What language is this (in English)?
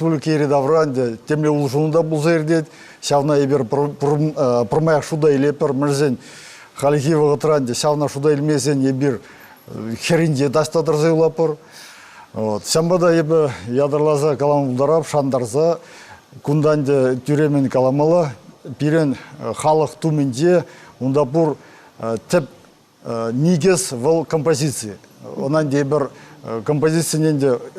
Chuvash